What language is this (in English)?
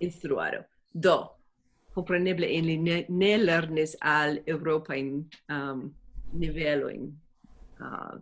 Esperanto